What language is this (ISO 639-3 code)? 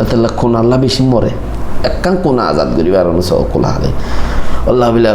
rhg